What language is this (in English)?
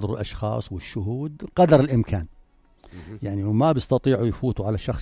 North Levantine Arabic